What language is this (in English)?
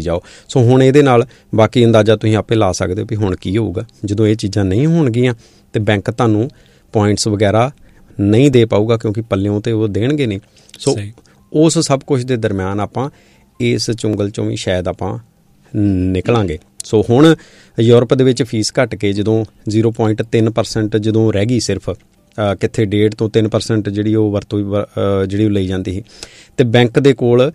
Punjabi